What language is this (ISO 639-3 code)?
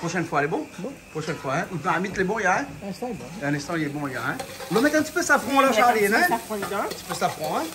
rcf